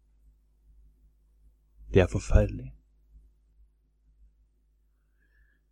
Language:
Norwegian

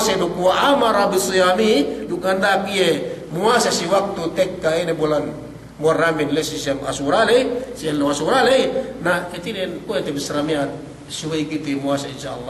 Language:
Yakan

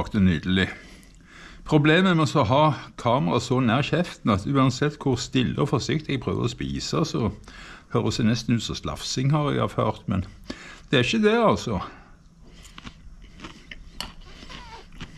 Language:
Norwegian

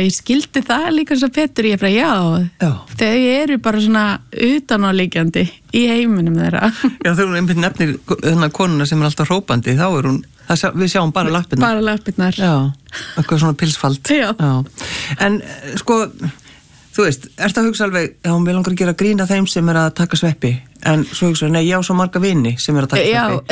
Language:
Icelandic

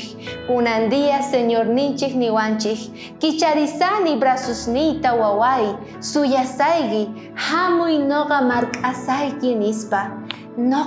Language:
South Bolivian Quechua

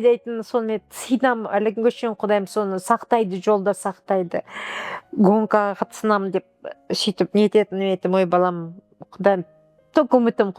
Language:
Kazakh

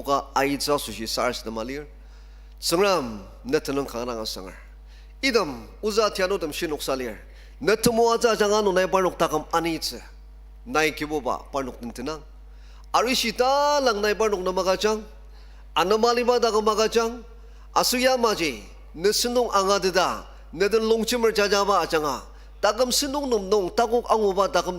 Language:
Ao Naga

